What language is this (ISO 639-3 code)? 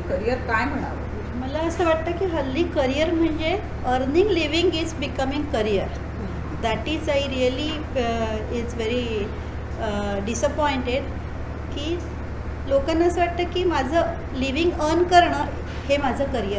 mar